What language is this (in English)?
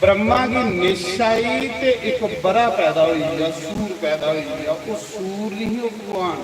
Dogri